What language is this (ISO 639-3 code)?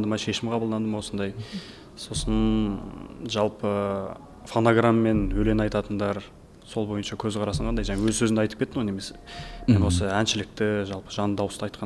kaz